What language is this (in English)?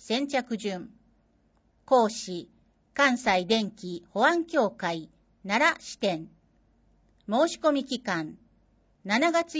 Japanese